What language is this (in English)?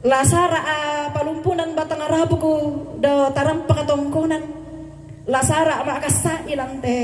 Toraja-Sa'dan